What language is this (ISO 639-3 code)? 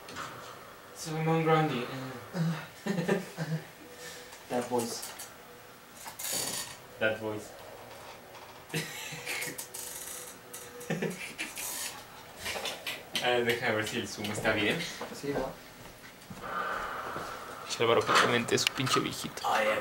spa